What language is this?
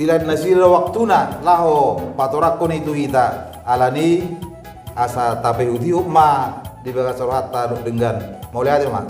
Batak Toba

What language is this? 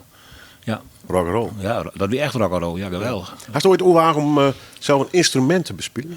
Western Frisian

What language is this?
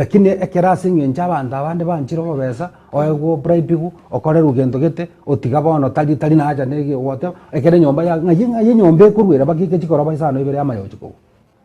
Gusii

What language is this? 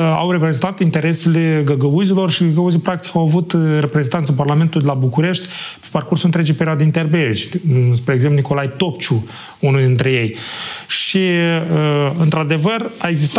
Romanian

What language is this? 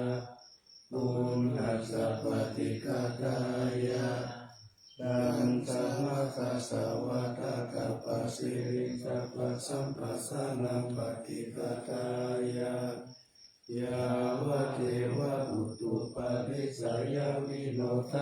Pali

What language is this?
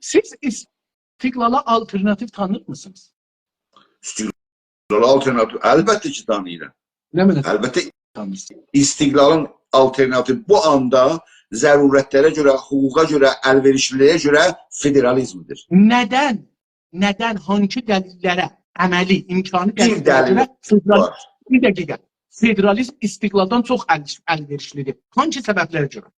South Azerbaijani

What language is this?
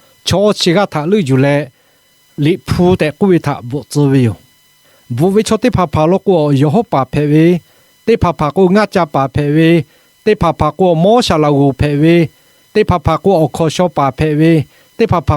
Lahu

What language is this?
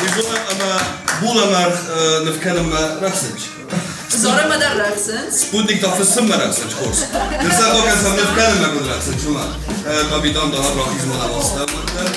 Ossetic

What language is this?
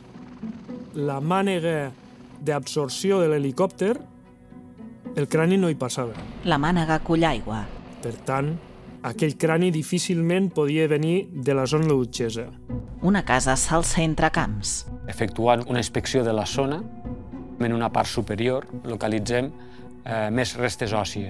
Catalan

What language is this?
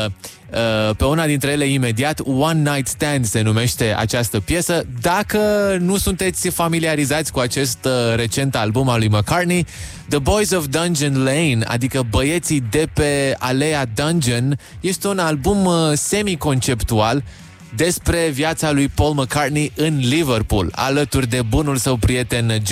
Romanian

